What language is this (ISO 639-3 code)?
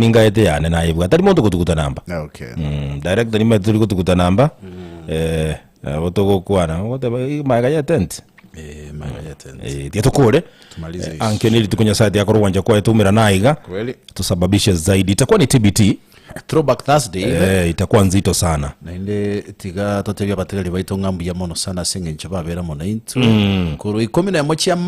guz